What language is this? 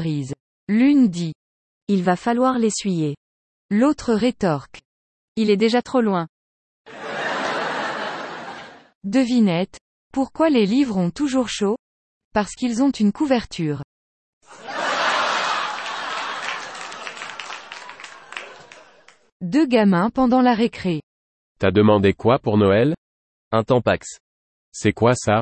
French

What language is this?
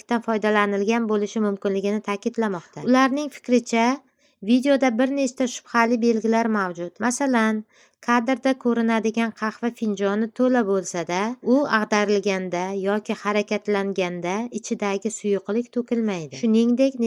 Uzbek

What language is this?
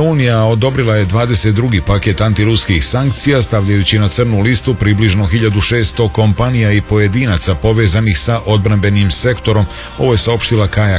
Serbian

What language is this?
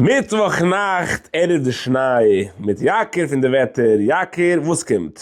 Yiddish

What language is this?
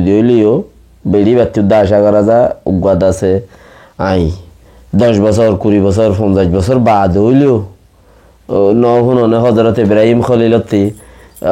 Rohingya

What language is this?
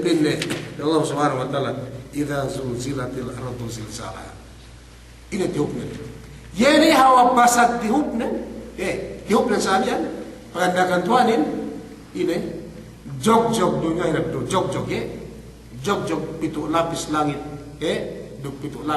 Yakan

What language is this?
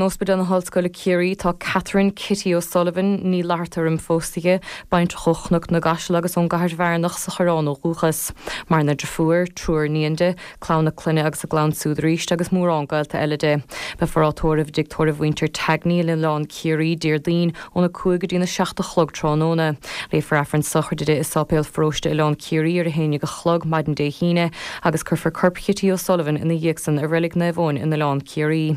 Irish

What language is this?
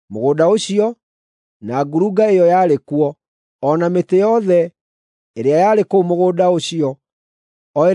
Kikuyu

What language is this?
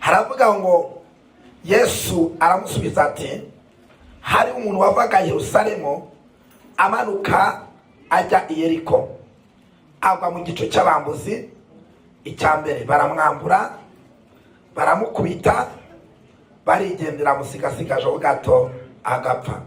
Kinyarwanda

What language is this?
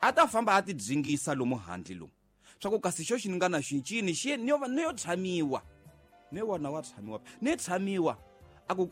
Tsonga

